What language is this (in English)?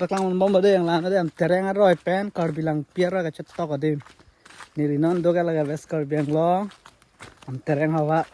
Karbi